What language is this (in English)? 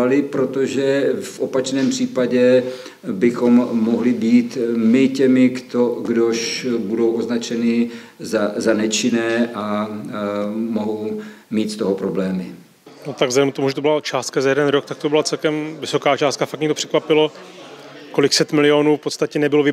Czech